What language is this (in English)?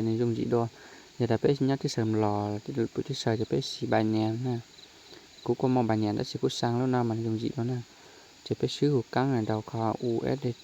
Hmong